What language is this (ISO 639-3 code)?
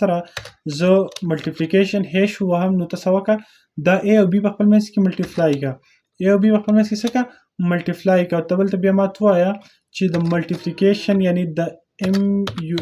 pus